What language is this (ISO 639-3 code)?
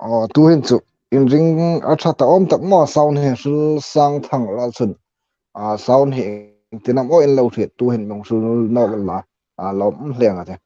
hmr